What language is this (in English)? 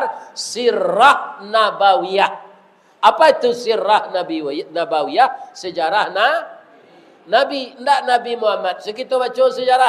Minangkabau